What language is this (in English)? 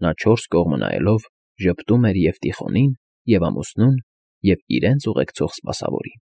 Armenian